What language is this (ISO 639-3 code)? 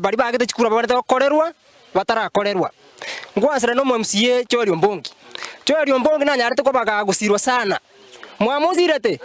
guz